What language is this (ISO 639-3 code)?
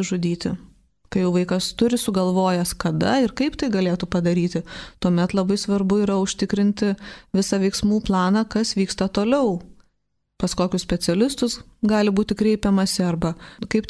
lit